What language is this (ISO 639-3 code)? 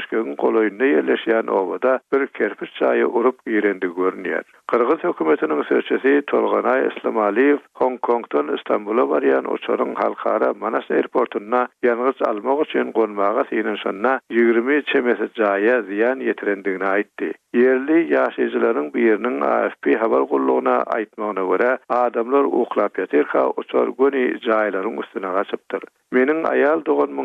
tuk